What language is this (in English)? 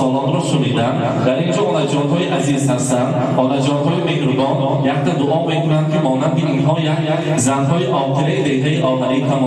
Tajik